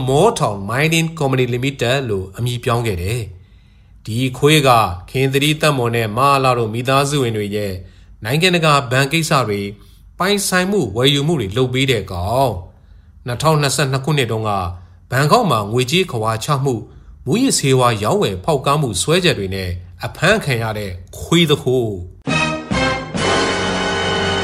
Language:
Burmese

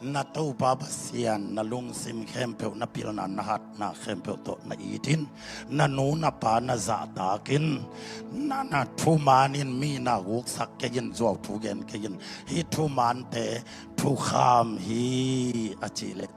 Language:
Tedim Chin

